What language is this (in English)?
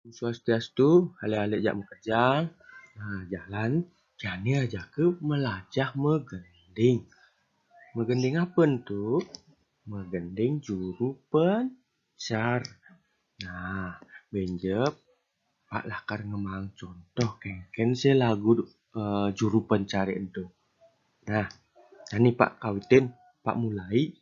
Balinese